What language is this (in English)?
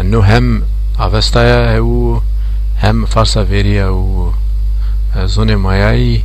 Zaza